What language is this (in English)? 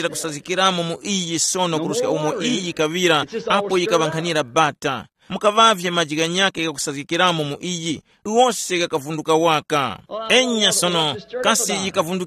Tumbuka